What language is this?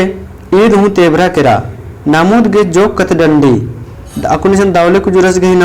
Kurukh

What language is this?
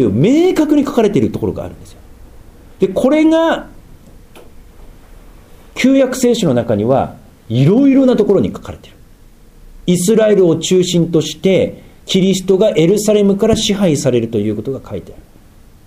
Japanese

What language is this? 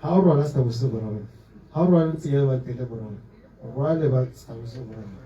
Tswana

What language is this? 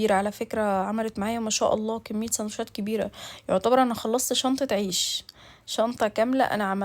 Egyptian Arabic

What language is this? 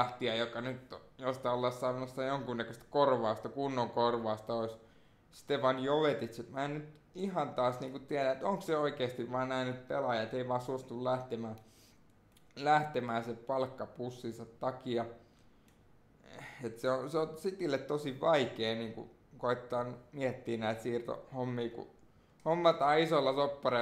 Finnish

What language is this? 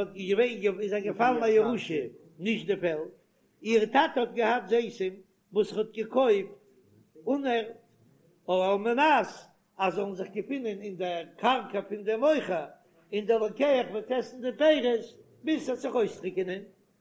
Yiddish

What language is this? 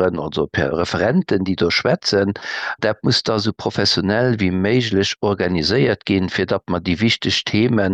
Luxembourgish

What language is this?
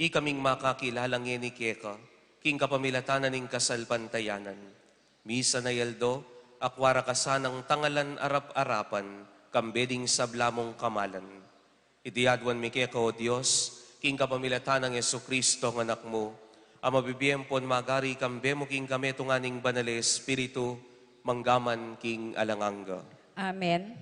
Pampanga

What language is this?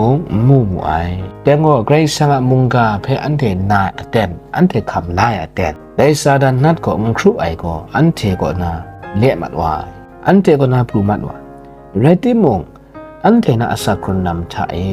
Kachin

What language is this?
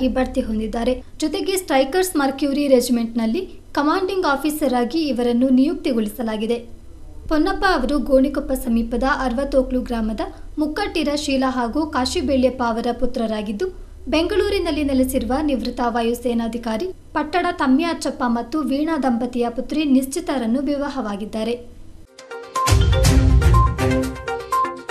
Kannada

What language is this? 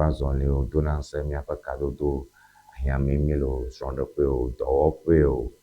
Ewe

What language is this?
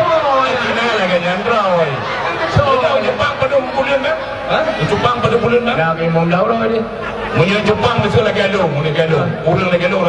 Achinese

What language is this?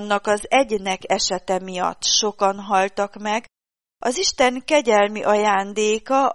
Hungarian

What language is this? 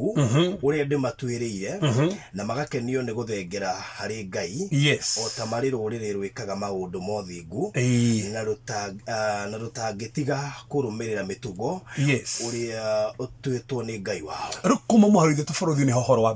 Kikuyu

